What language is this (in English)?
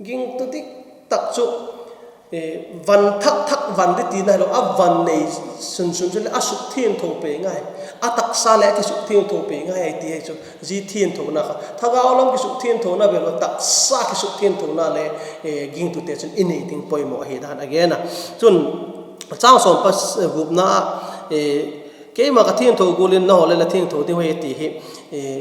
Vaiphei